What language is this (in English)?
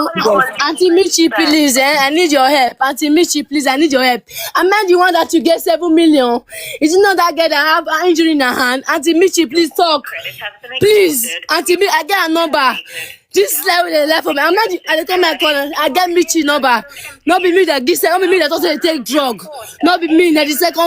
Nigerian Pidgin